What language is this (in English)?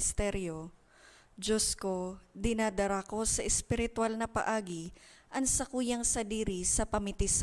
Bikol